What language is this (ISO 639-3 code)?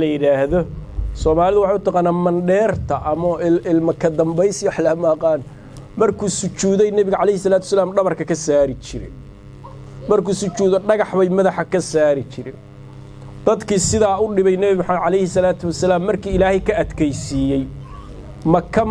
som